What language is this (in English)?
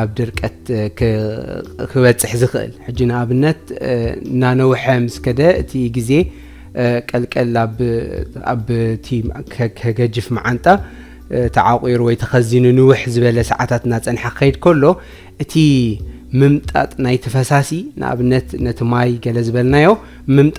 Tigrinya